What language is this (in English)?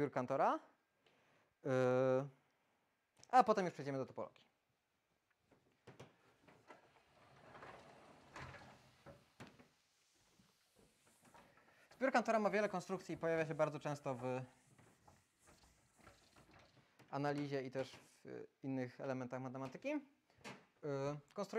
Polish